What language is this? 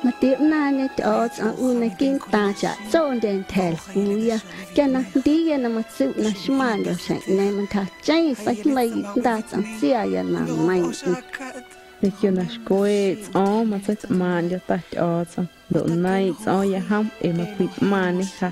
Guerrero Amuzgo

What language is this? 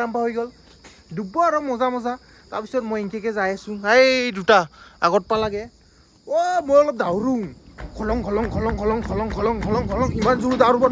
Assamese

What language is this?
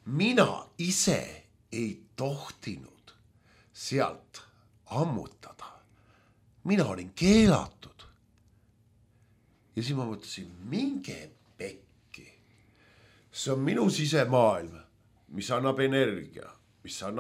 Estonian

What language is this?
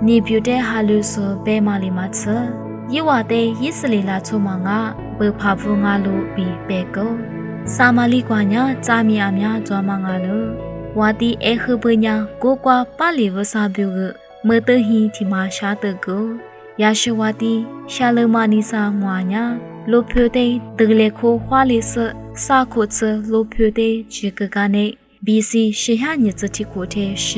Lisu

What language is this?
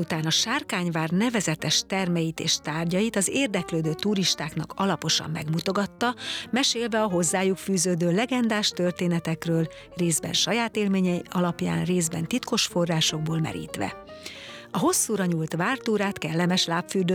Hungarian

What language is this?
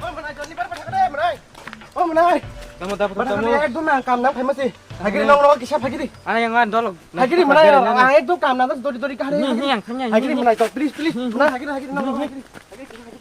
Kok Borok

